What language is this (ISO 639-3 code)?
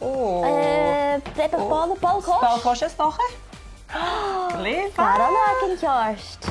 gla